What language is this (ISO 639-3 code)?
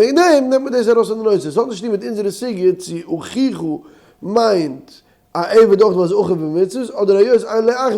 yid